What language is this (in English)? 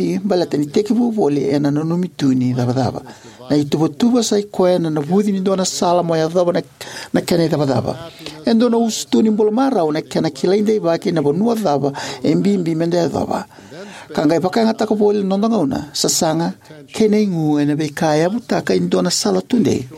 Fijian